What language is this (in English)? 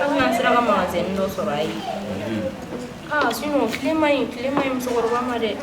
Bambara